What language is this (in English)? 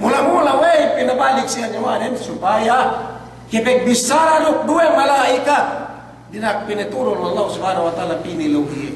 Yakan